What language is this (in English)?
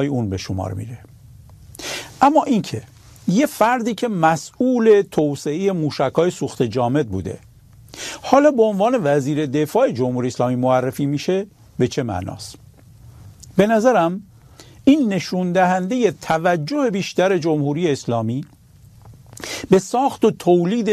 Persian